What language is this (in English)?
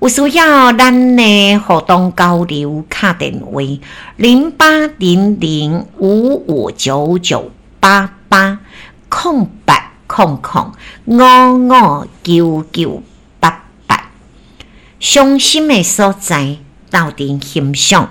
Min Nan Chinese